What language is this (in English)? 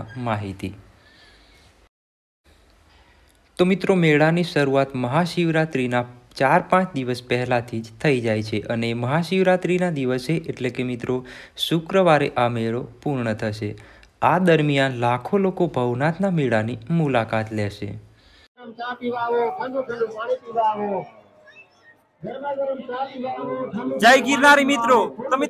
Gujarati